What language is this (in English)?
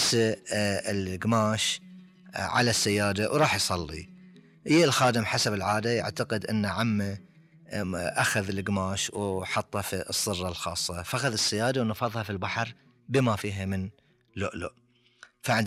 Gulf Arabic